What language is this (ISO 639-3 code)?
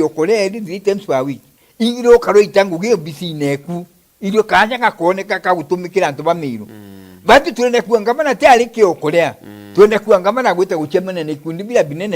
mer